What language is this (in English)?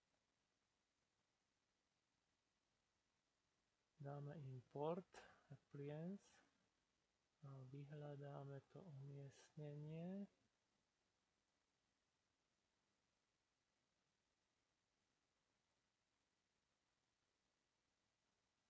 Slovak